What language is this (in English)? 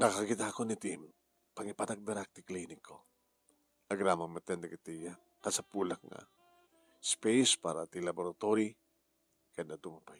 Iloko